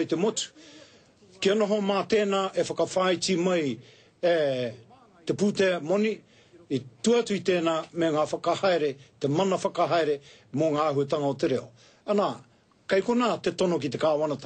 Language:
Māori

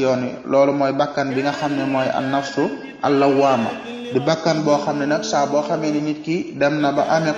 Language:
Wolof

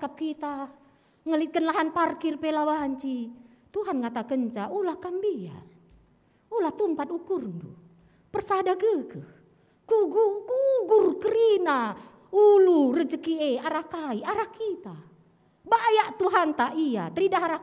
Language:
Batak Karo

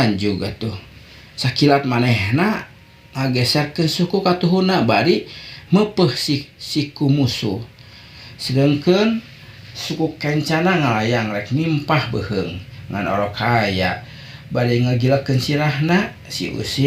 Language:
Sundanese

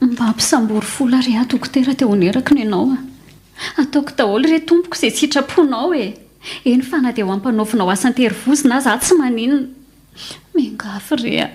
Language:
Malagasy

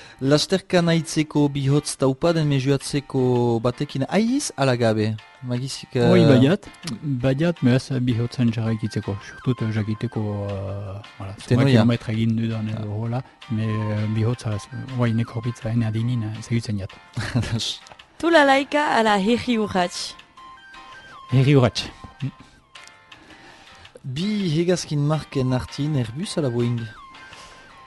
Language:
Basque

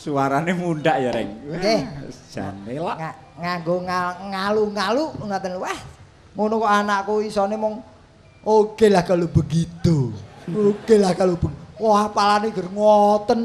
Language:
Javanese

